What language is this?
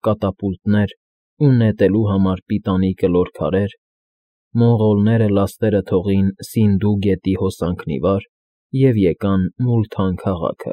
Armenian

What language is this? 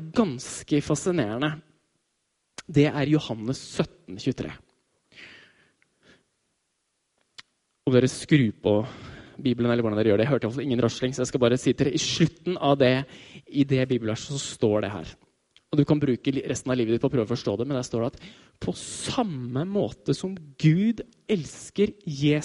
Norwegian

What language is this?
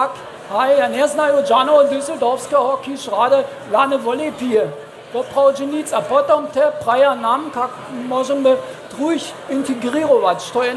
Upper Sorbian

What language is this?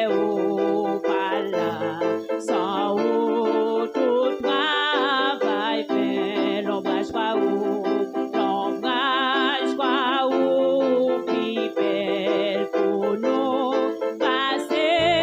Haitian Creole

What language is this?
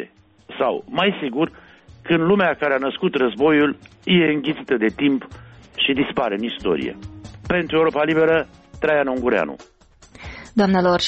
Romanian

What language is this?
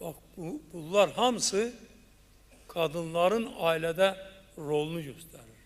Azerbaijani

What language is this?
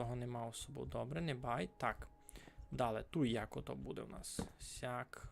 Rusyn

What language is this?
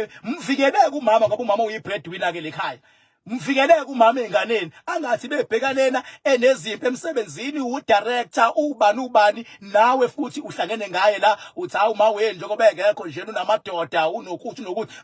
Zulu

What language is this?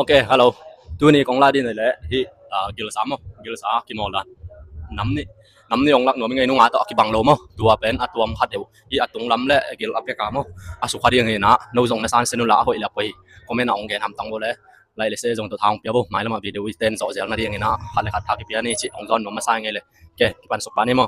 Tedim Chin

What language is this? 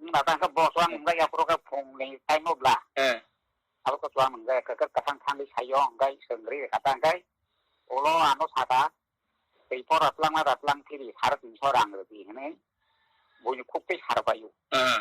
Kok Borok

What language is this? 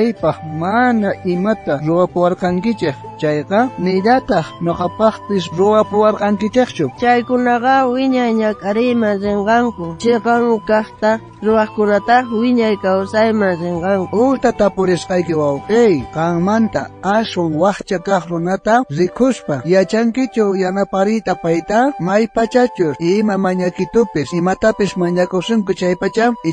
South Bolivian Quechua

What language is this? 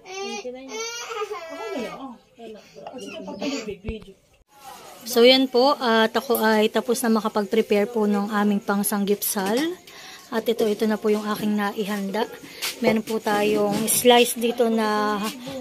Filipino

